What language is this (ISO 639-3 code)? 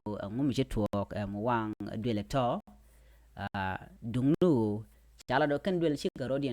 nus